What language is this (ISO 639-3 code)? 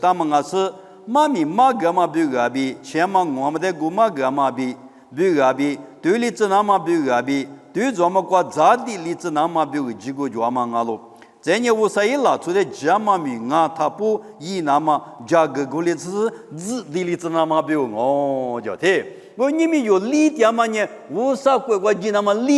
lis